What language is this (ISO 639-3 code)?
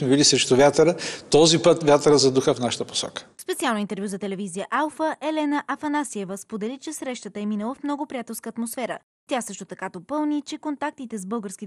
bul